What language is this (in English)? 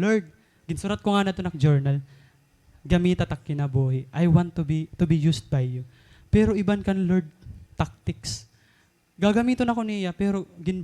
Waray